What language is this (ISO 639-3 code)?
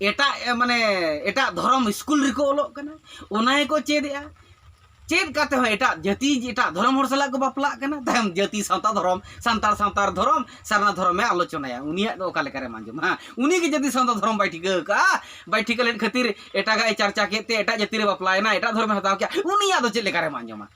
sat